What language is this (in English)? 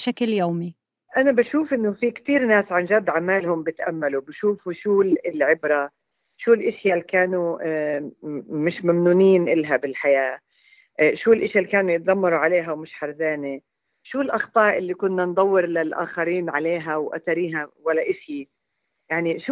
North Levantine Arabic